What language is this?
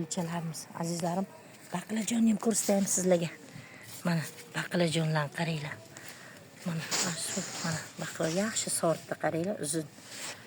Uzbek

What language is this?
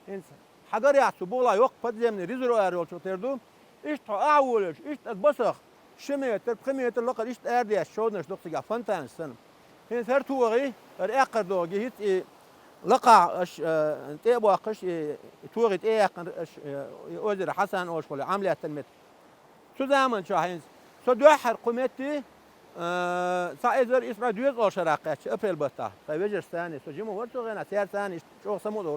Chechen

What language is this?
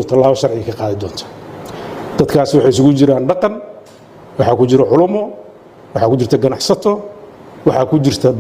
Somali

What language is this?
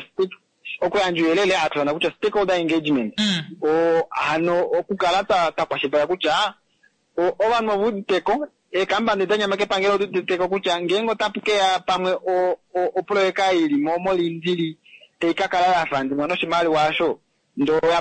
Kuanyama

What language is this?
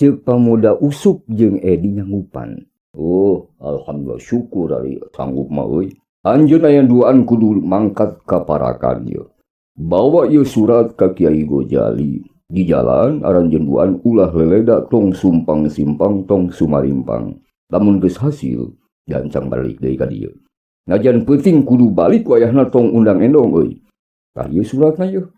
Sundanese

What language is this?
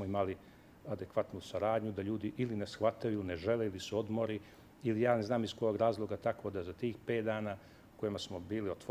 Serbian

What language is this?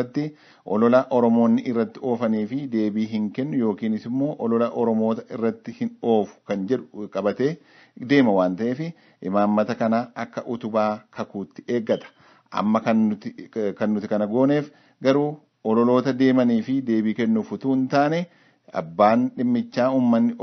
Oromo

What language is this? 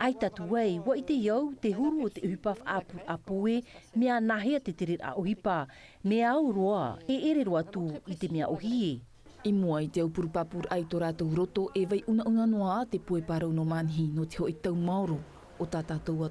Tahitian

